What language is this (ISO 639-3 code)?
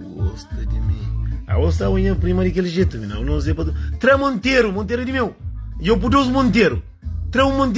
kea